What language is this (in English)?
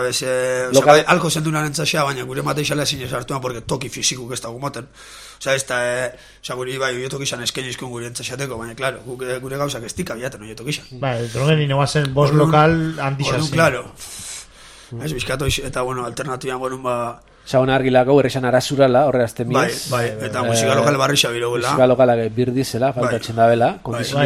Basque